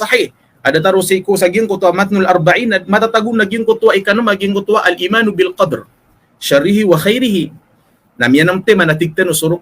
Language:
Maranao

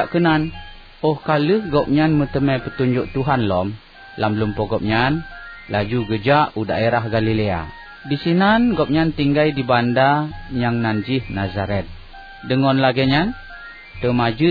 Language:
Achinese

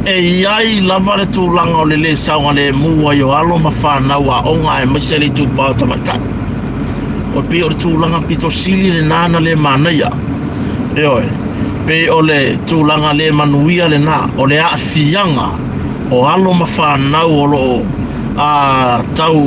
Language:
Samoan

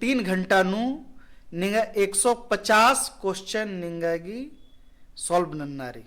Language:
Kurukh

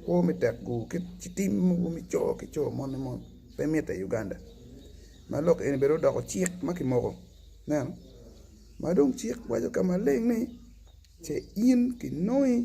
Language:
Acoli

